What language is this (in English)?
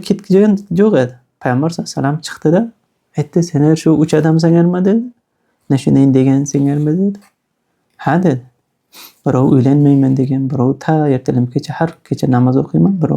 Uzbek